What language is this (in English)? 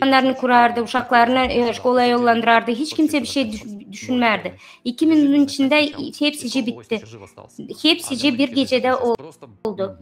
Gagauz